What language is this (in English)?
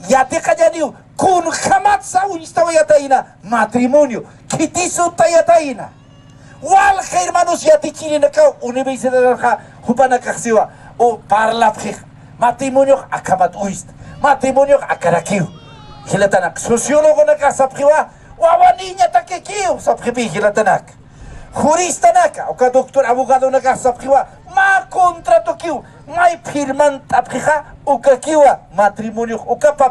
Aymara